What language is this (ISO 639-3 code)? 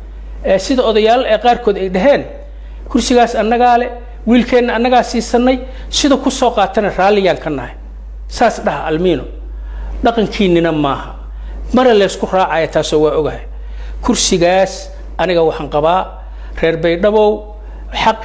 som